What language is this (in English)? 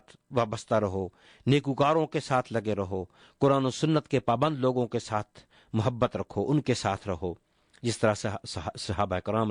Urdu